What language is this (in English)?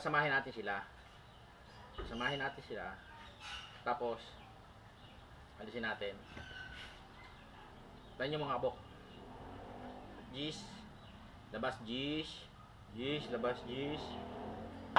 Filipino